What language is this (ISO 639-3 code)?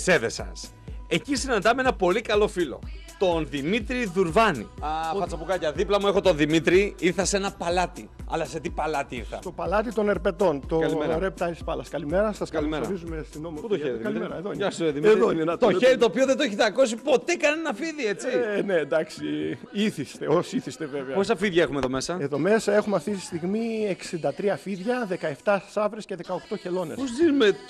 ell